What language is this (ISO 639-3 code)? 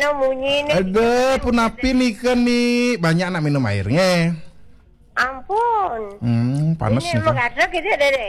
ban